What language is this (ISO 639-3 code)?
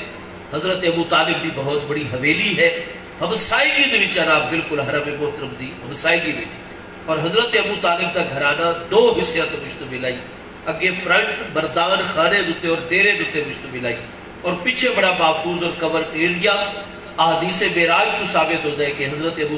skr